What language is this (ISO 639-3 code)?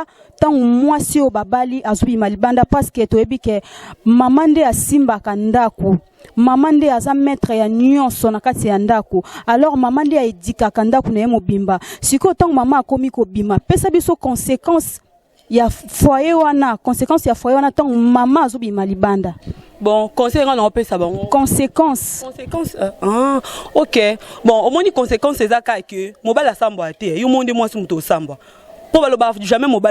lin